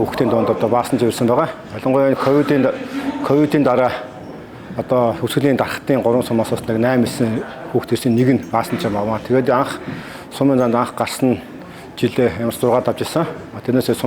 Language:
Mongolian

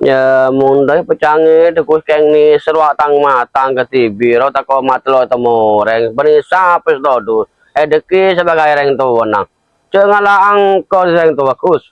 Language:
Madurese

